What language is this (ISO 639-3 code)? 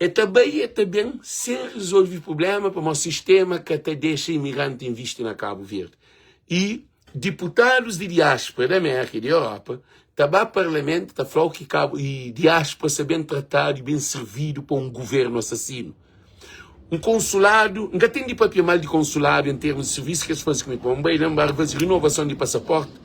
kea